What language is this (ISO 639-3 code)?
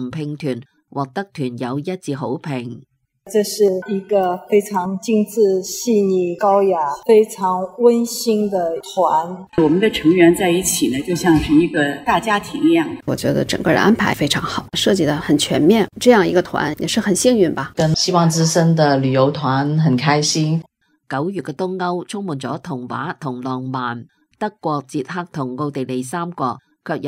yue